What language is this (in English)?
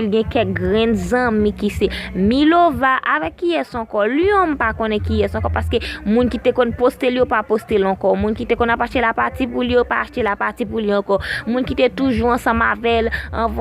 Haitian Creole